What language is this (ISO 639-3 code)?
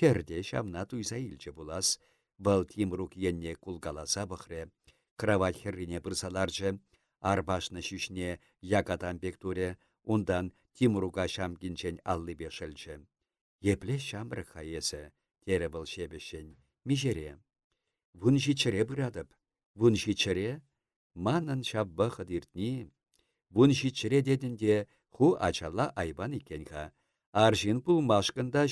chv